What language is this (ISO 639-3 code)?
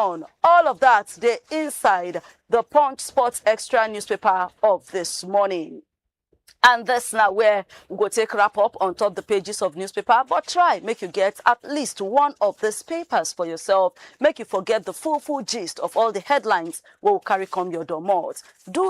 pcm